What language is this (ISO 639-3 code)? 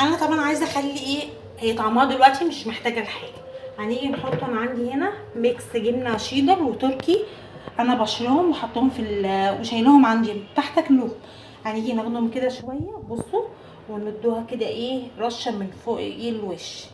arz